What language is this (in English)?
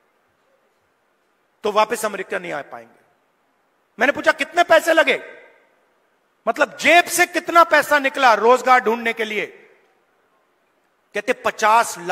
Hindi